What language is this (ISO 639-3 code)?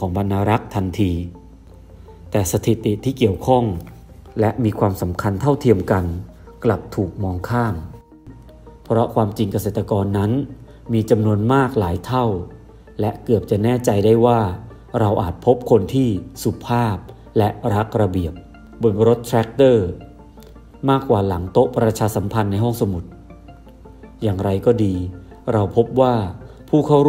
tha